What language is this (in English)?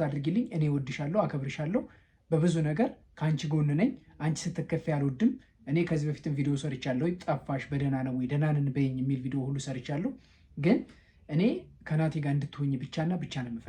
Amharic